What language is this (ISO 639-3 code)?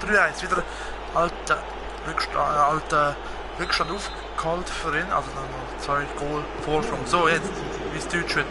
gsw